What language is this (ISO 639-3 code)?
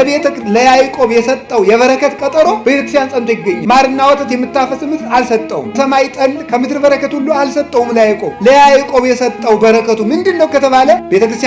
amh